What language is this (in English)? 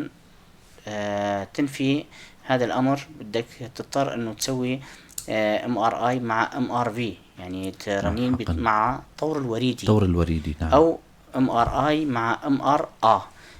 North Levantine Arabic